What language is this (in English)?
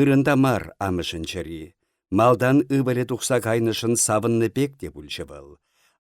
Chuvash